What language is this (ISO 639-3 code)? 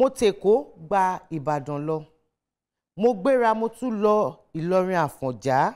yor